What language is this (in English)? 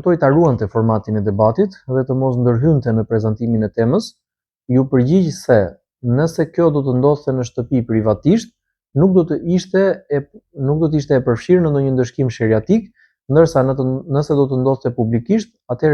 Albanian